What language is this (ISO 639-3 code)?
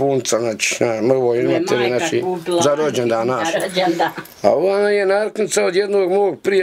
bos